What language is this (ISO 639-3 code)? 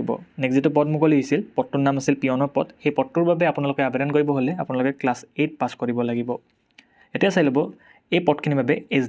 asm